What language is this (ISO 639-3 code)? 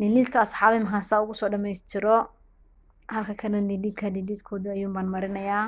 som